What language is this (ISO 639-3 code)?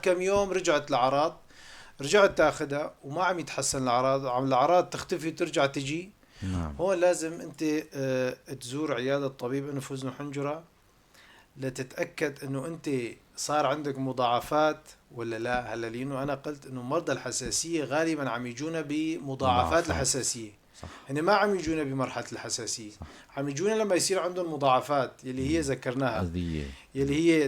apc